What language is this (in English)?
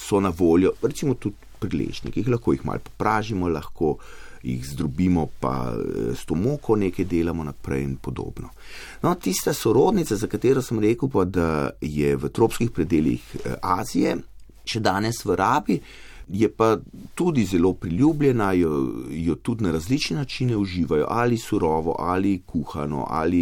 Slovenian